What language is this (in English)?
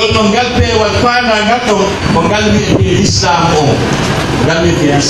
Pular